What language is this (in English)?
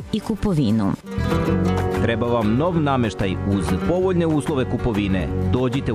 Serbian